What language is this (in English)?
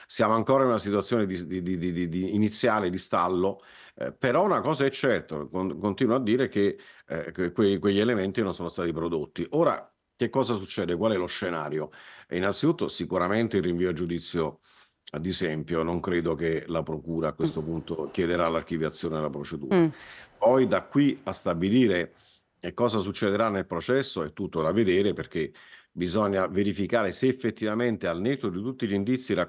Italian